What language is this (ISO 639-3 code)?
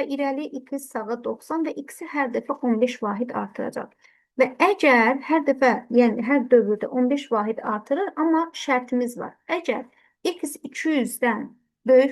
aze